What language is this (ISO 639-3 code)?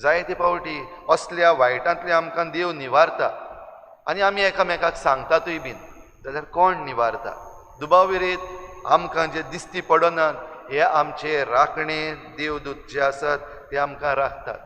kok